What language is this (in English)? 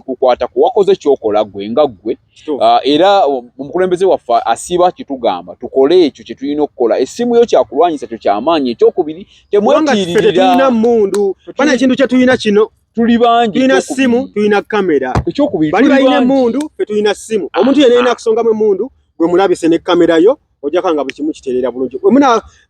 Ganda